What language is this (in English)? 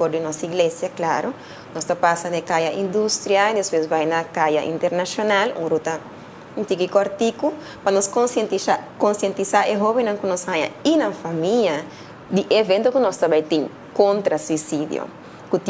Papiamento